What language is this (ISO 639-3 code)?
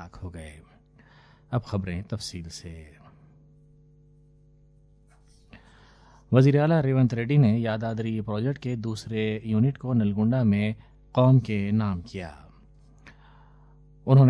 urd